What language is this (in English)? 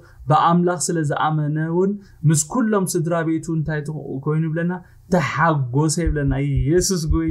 Tigrinya